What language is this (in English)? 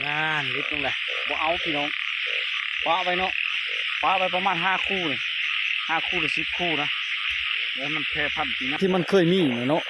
Lao